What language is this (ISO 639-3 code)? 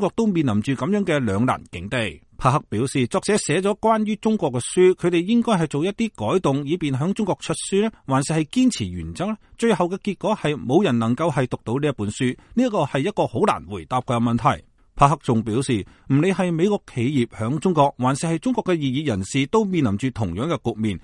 yue